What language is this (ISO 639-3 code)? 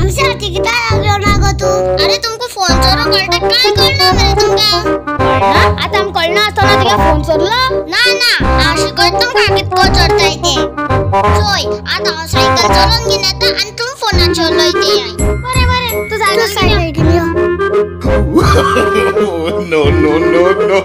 kok